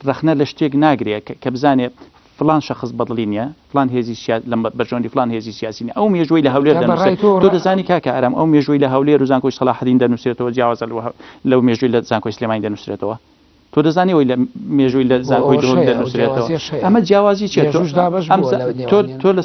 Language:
Central Kurdish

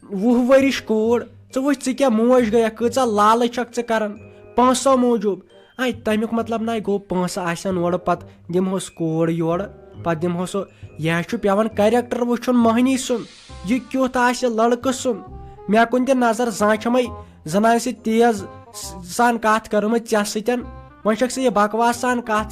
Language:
Kashmiri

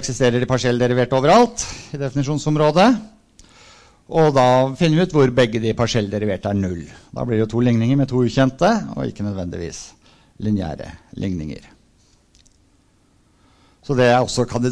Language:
Norwegian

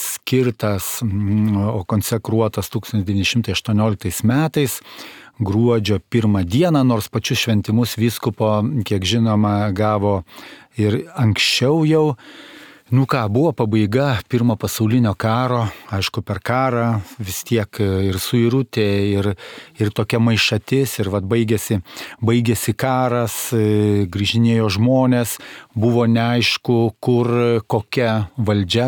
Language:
Lithuanian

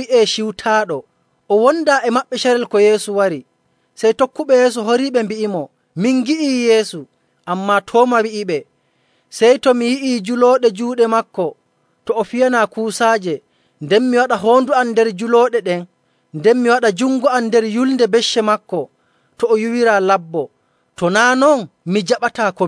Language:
Nigerian Fulfulde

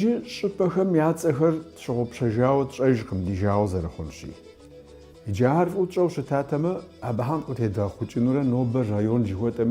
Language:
Kabardian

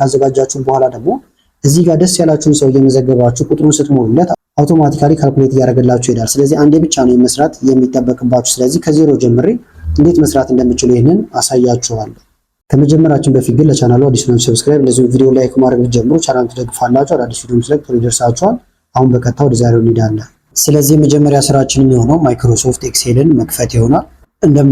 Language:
Amharic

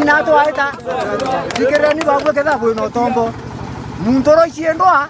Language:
Meru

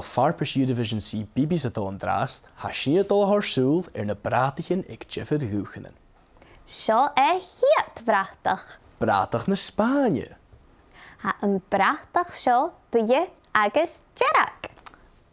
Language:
Scottish Gaelic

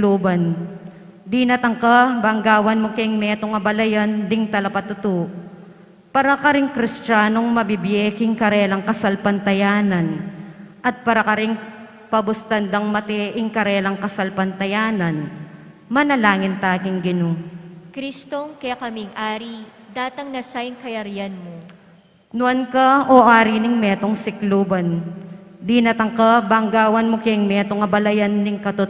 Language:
Pampanga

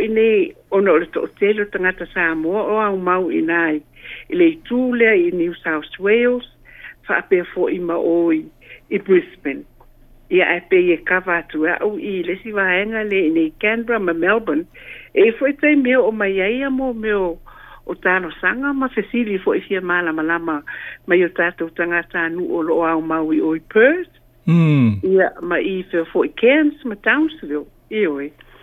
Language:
Samoan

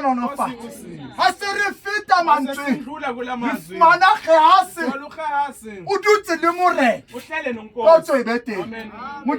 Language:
Southern Sotho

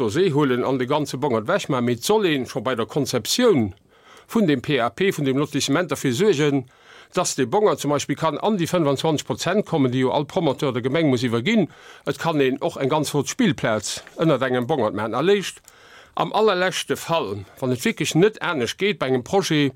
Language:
Luxembourgish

